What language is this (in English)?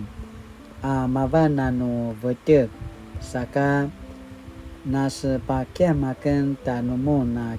Paiwan